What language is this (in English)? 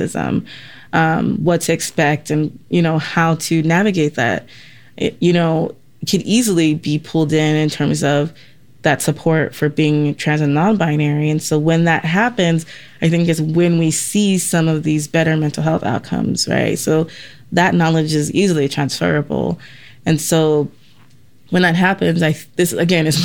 English